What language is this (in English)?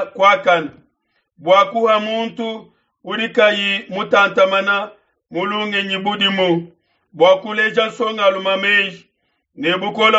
Luba-Lulua